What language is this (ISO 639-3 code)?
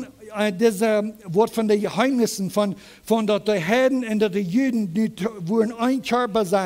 pdt